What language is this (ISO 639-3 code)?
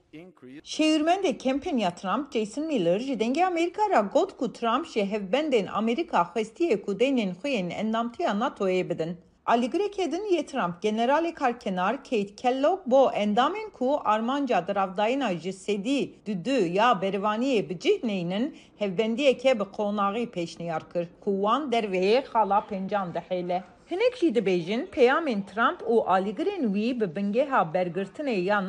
kur